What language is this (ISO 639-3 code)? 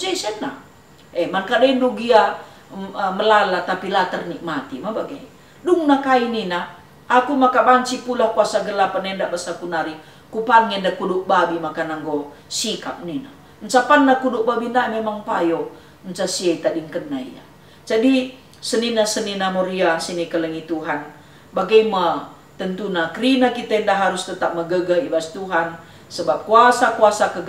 btx